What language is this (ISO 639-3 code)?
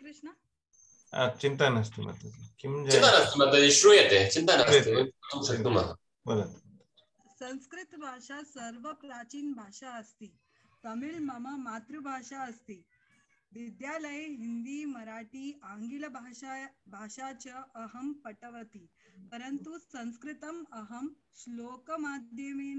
san